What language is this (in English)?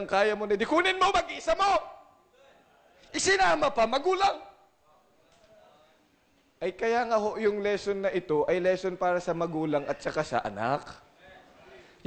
Filipino